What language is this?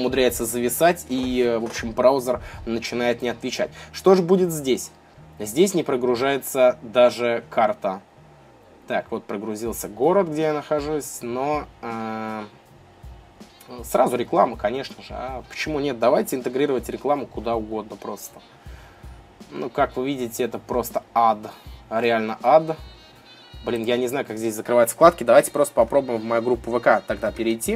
Russian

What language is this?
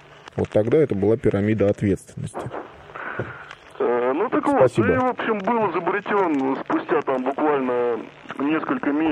Russian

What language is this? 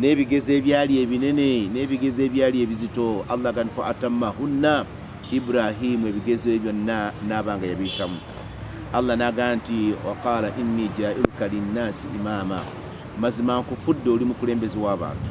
Ganda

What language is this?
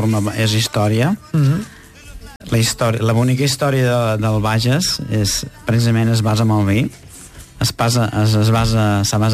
Catalan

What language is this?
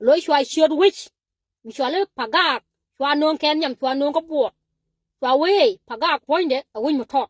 Nuer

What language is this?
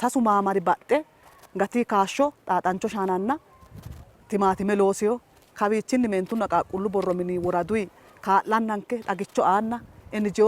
Sidamo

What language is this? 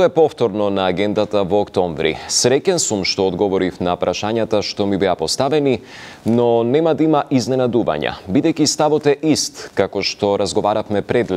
Macedonian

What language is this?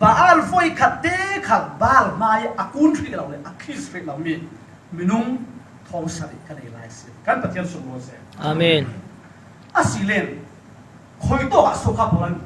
Falam Chin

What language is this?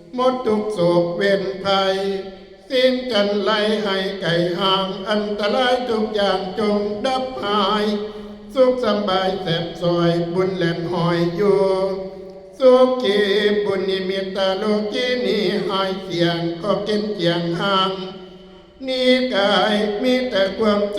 Northeastern Thai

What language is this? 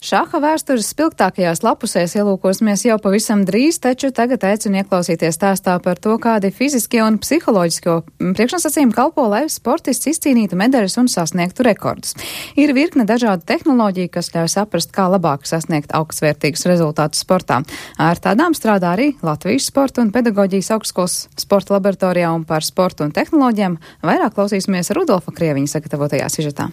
Latvian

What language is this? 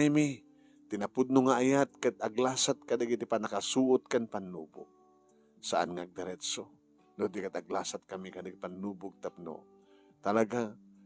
Iloko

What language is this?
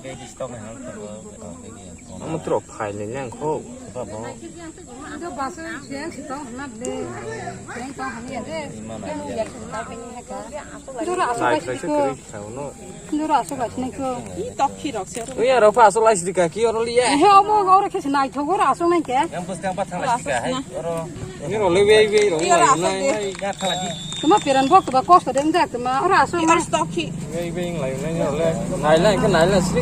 Kok Borok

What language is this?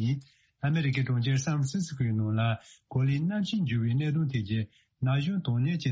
Tibetan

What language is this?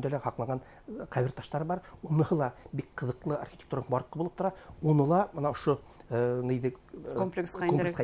Bashkir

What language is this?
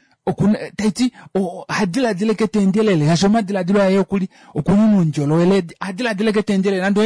Kuanyama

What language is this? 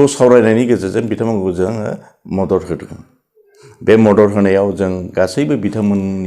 Bodo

